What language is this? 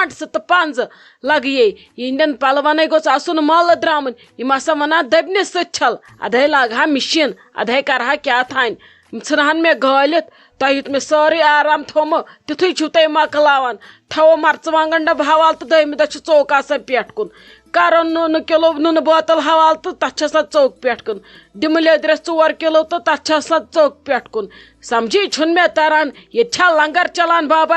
Kashmiri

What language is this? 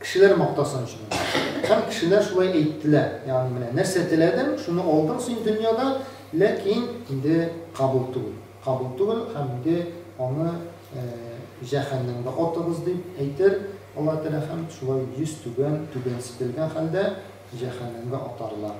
Tatar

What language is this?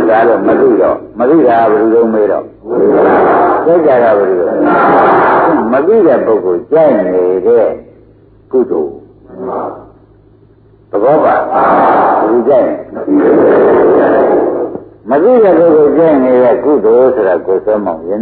Burmese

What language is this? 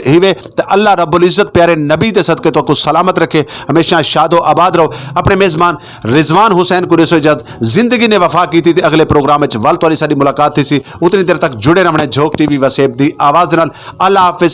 Saraiki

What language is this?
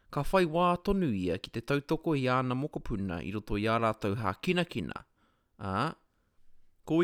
Māori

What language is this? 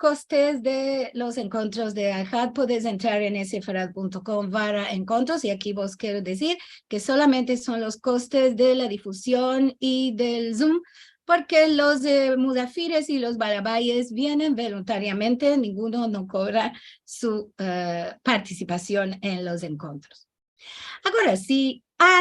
Ladino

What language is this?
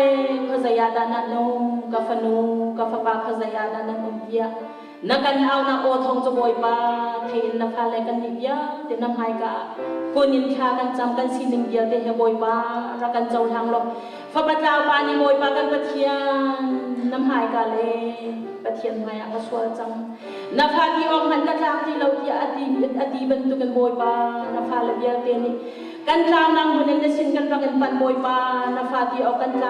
Hakha Chin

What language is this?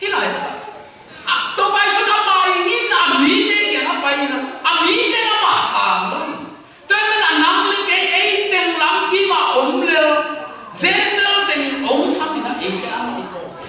Tedim Chin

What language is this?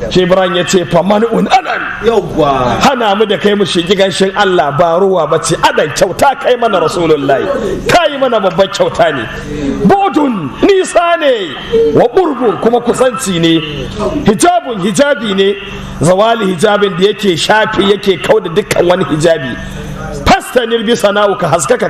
Hausa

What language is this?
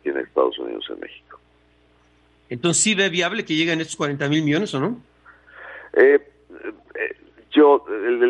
Spanish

